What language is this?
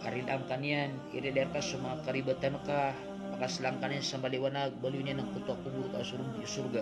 Maranao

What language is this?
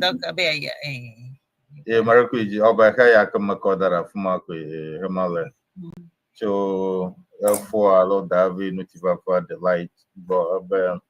Ewe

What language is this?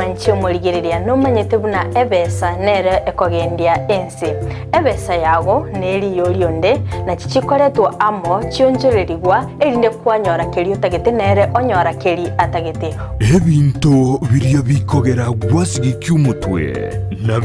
Gusii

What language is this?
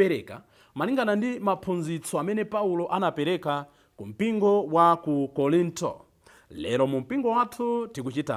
Nyanja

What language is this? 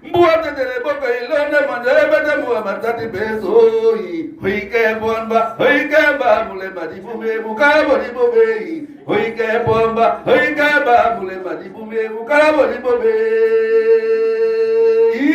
Duala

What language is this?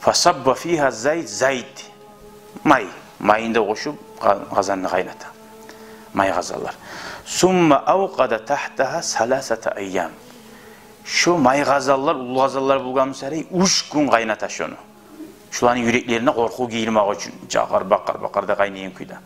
Kumyk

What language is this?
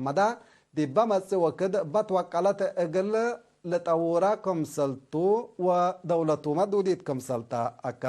Tigre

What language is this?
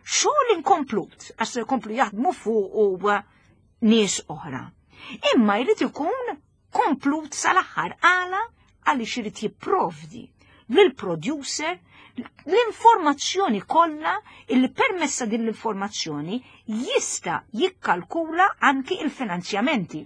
Maltese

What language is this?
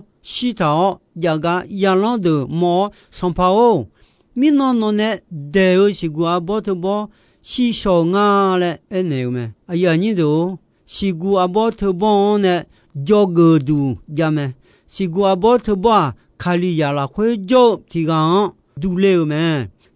Akha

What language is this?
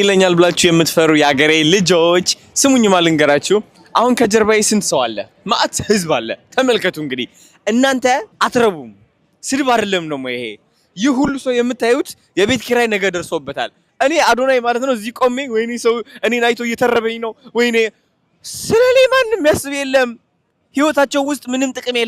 Amharic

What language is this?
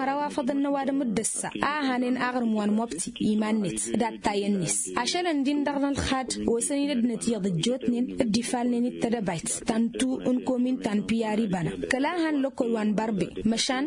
Tamasheq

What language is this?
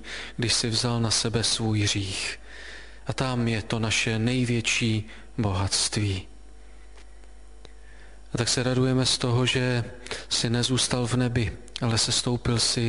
Czech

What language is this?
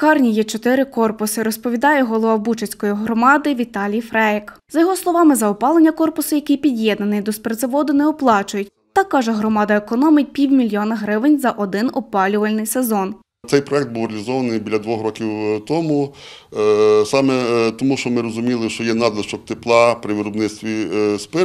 Ukrainian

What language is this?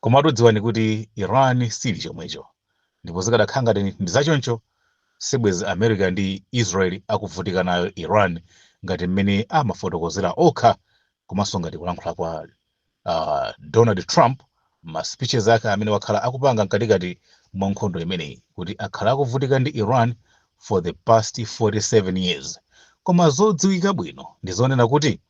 Nyanja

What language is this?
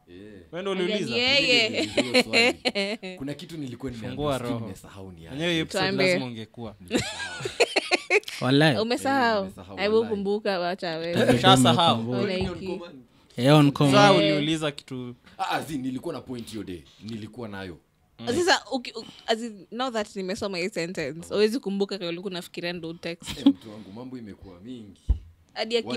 Swahili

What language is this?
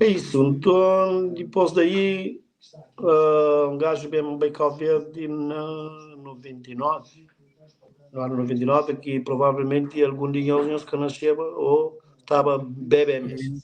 Kabuverdianu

